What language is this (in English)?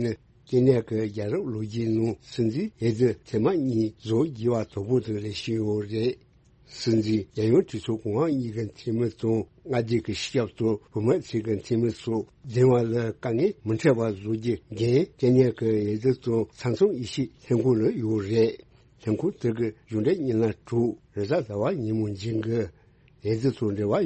Tibetan